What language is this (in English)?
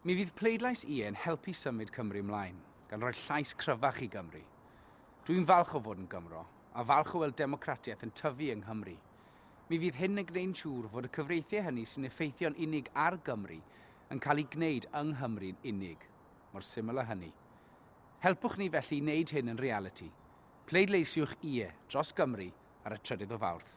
Welsh